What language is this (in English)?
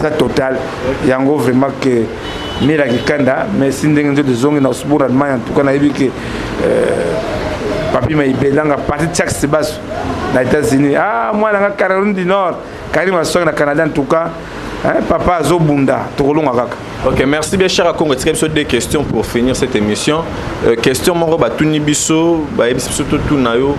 Lingala